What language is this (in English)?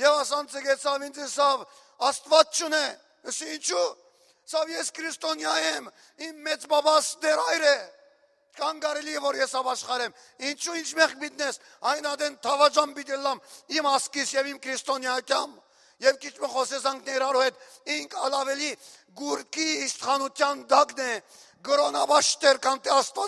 Western Armenian